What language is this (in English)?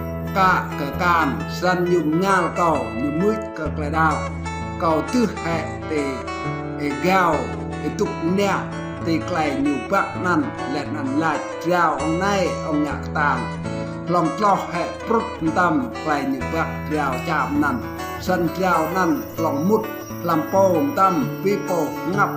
Rade